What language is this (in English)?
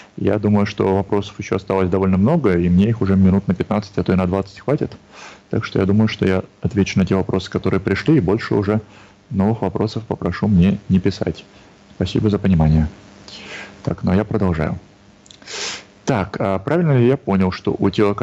Russian